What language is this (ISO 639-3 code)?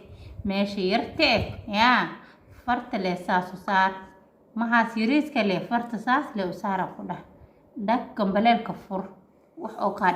som